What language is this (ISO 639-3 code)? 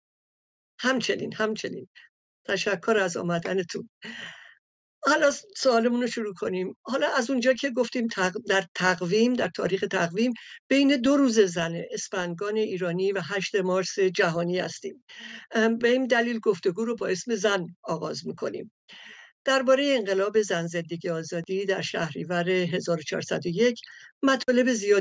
fas